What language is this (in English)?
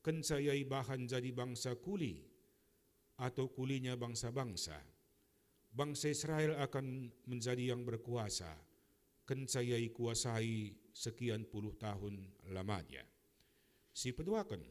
Batak Karo